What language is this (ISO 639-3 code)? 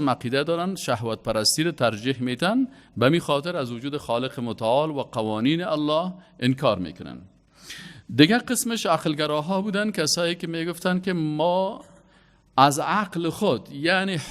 fas